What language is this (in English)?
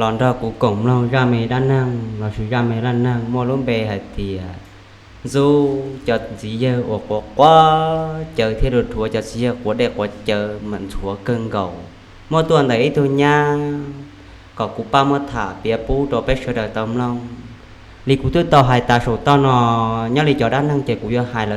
Hmong